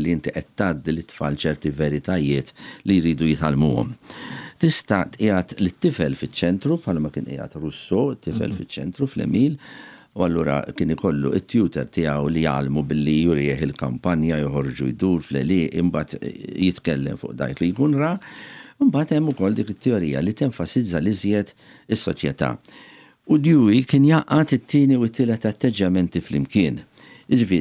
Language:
Maltese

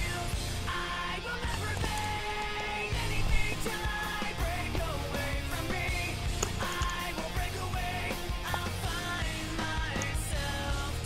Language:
English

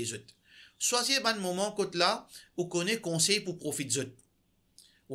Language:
Morisyen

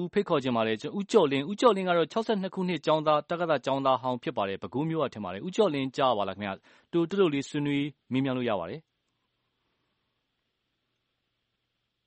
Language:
Burmese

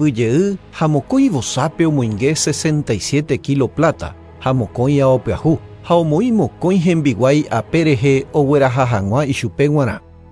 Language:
Guarani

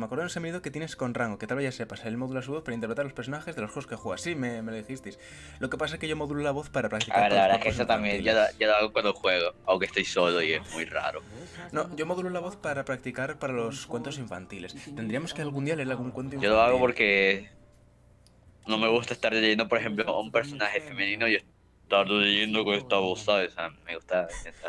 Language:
Spanish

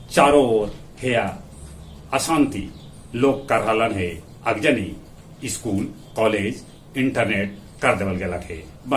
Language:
Magahi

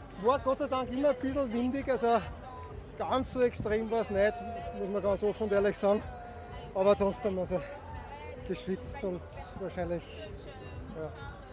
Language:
German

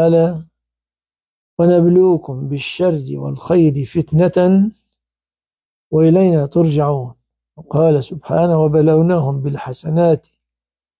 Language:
Arabic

